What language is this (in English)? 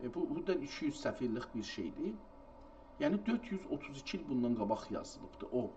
South Azerbaijani